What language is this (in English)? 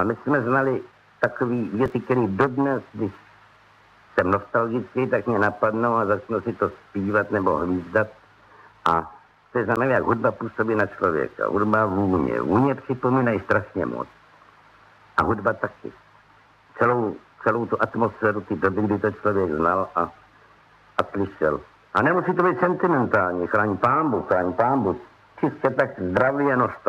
Czech